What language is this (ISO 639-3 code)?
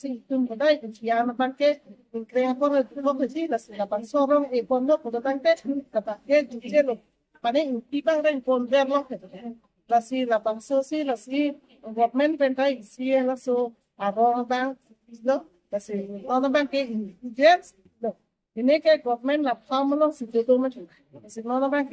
mjw